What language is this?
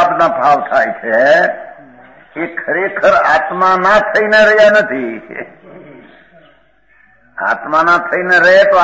Gujarati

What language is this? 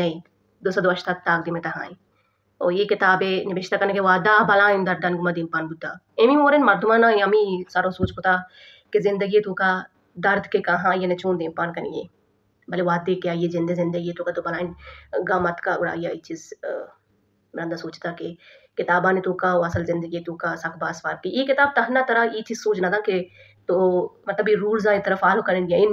Baluchi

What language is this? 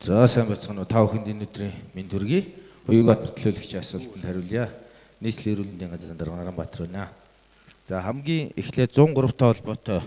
Mongolian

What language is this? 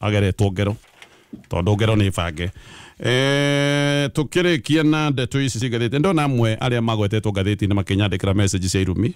Kikuyu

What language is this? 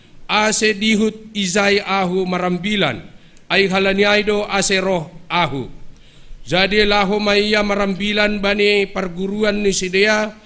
Batak Simalungun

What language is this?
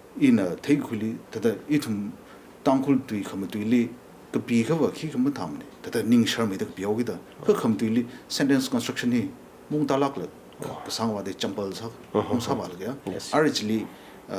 Tangkhul Naga (India)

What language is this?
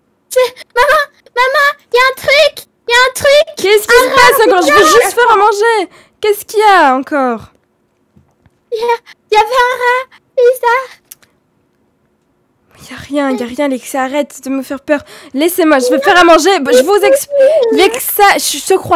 French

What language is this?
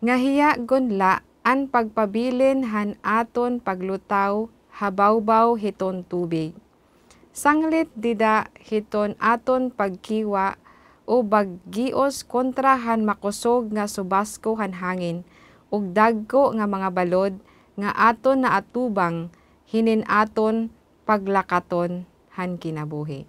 Waray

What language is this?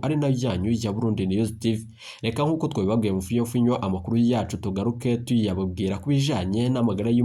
Rundi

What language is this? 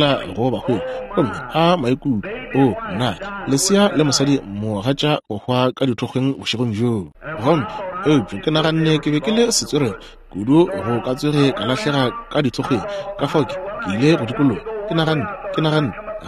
Northern Sotho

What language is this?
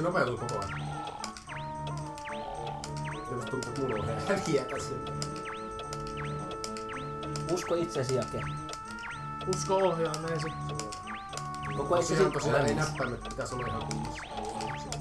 Finnish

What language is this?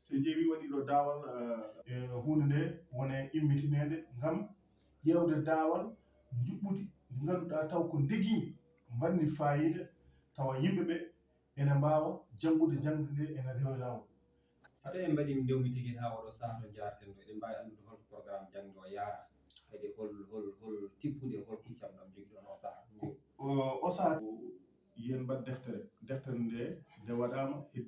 Fula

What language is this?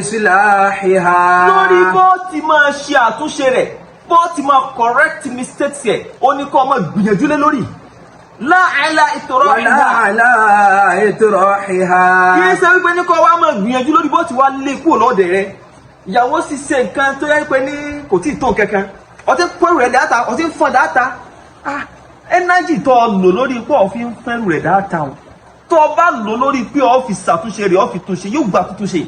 Yoruba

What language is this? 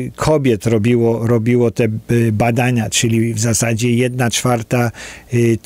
Polish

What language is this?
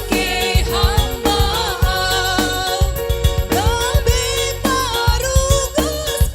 Batak Simalungun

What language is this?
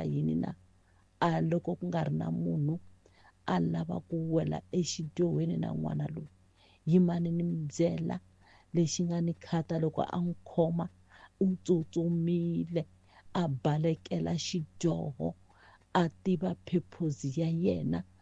Tsonga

